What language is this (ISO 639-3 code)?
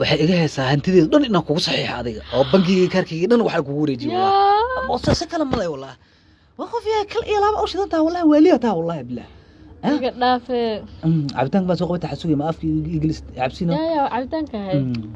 som